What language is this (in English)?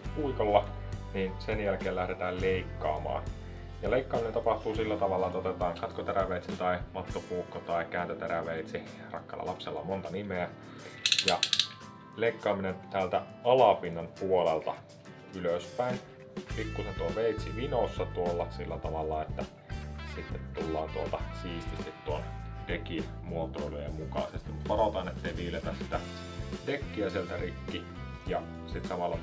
Finnish